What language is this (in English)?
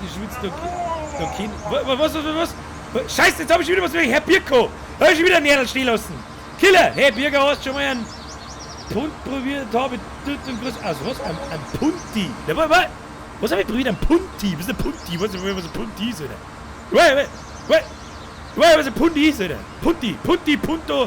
Bavarian